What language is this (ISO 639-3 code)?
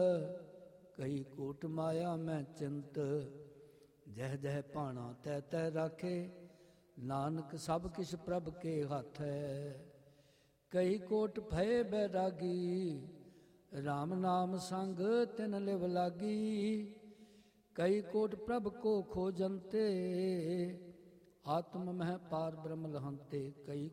pan